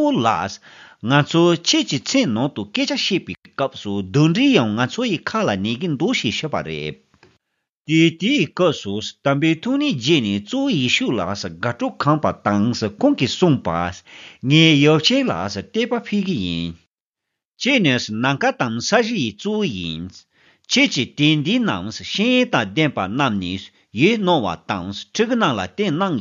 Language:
Tibetan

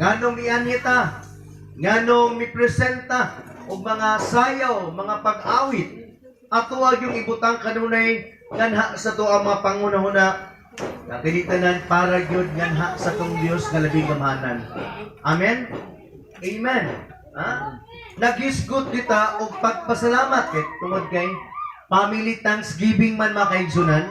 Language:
Cebuano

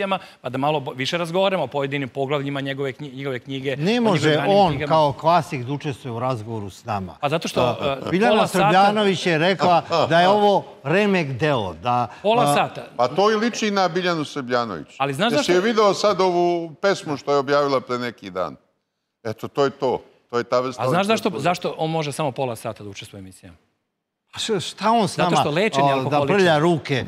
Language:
Serbian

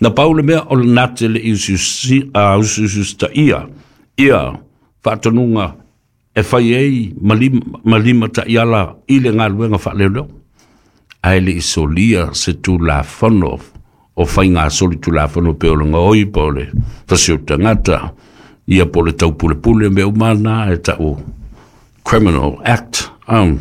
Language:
Samoan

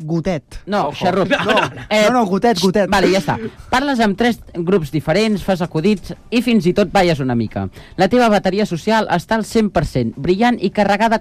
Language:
Catalan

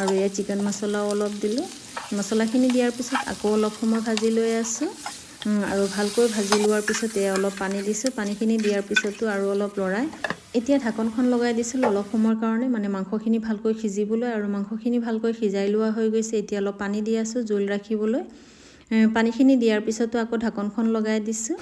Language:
Assamese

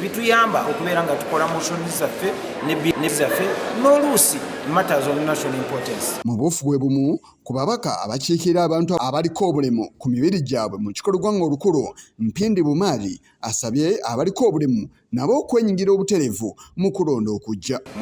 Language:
Ganda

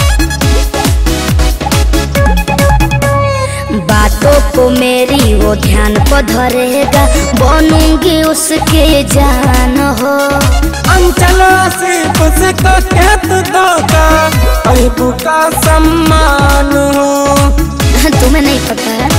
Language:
Bhojpuri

